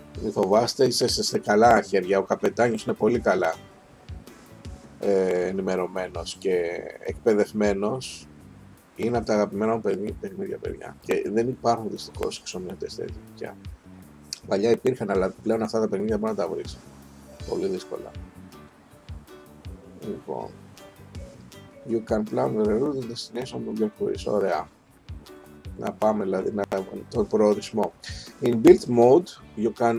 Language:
Greek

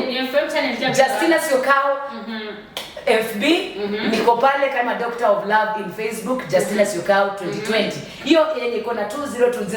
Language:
Kamba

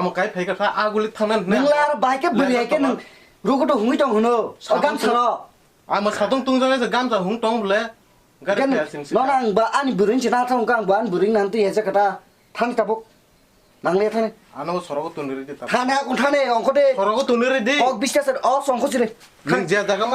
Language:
Kok Borok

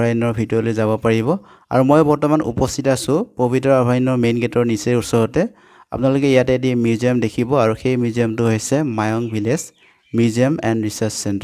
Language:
Assamese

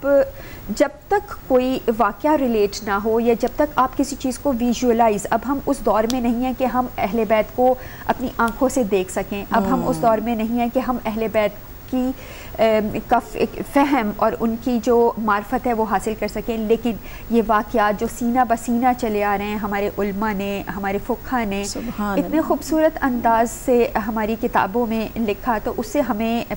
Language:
Urdu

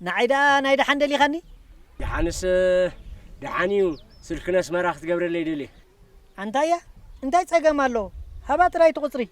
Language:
Tigrinya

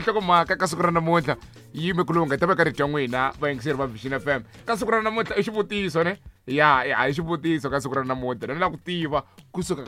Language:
Tsonga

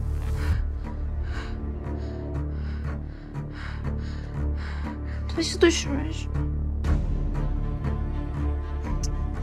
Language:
Turkish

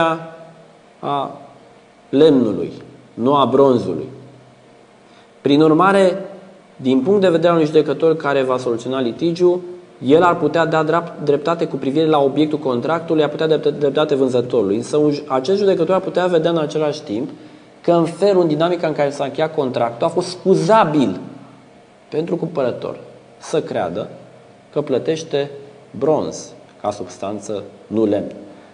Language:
Romanian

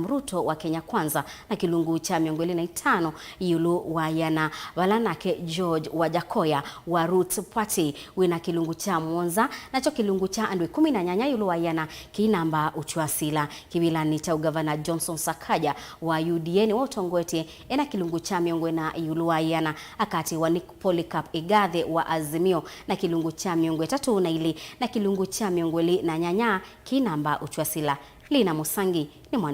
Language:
Kamba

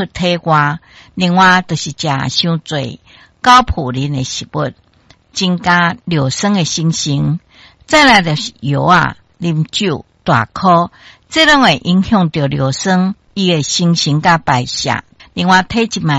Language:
Min Nan Chinese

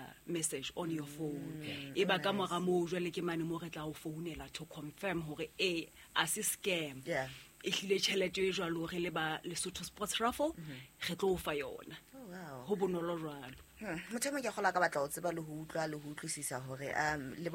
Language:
Southern Sotho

